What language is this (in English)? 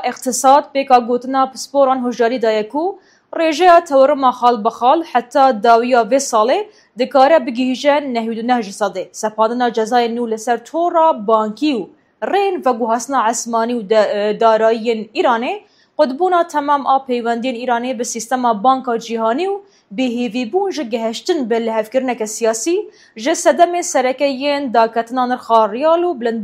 Kurdish